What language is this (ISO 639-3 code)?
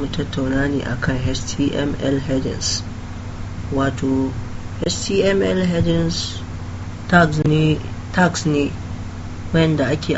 hau